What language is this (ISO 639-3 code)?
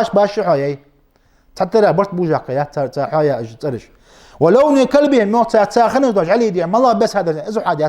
inh